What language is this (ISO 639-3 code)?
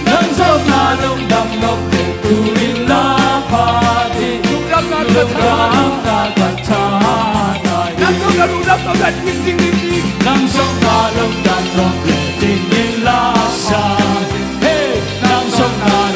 ctd